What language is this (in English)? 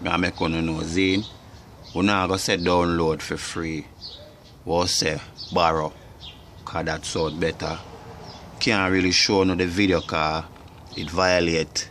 Jamaican Creole English